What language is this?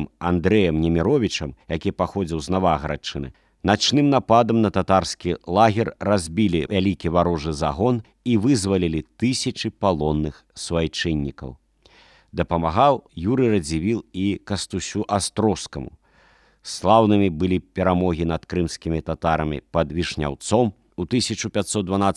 Belarusian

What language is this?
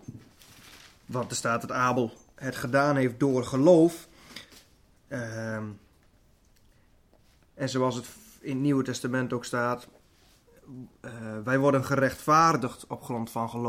Dutch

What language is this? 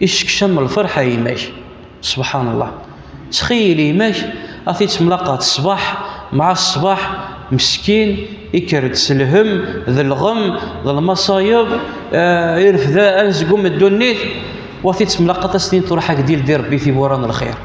Kabyle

